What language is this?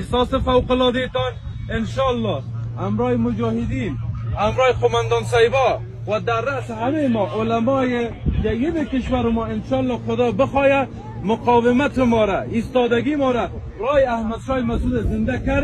Persian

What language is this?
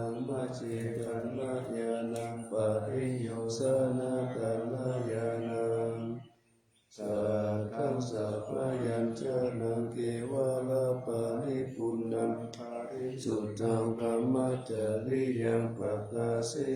Pali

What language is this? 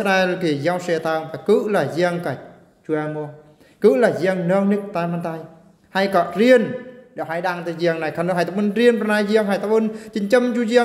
Eastern Bru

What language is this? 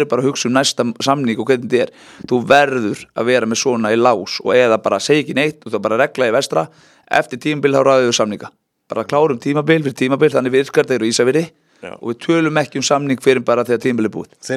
Icelandic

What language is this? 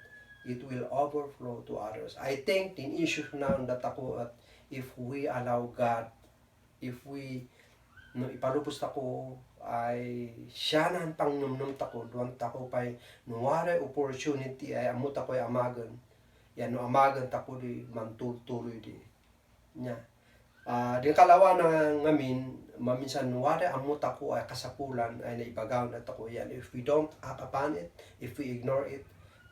Kankanaey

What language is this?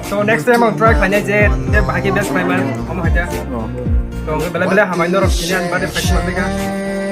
Kok Borok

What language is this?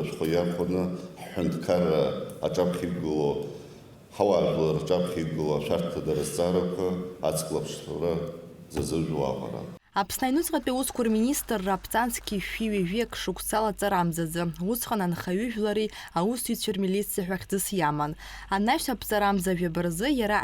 Abkhazian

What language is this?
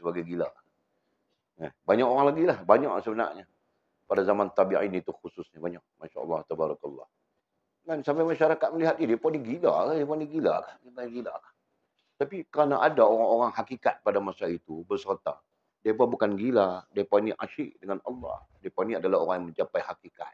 Malay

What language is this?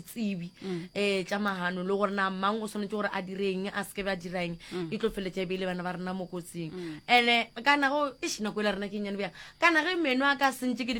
Northern Sotho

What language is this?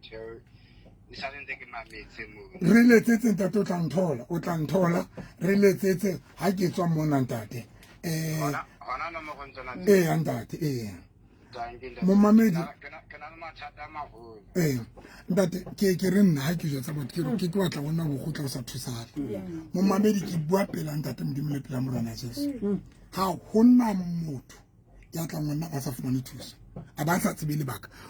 Southern Sotho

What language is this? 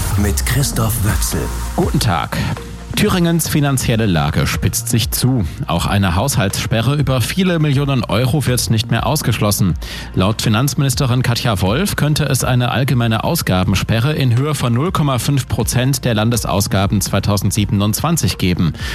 German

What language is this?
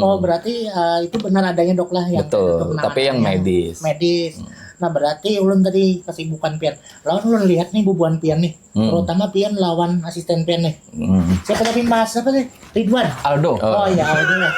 Banjar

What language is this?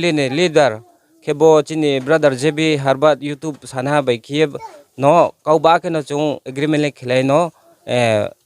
Riang (India)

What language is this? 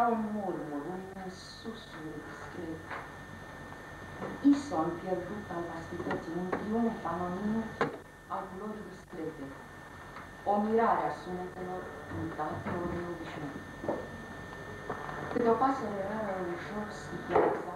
Romanian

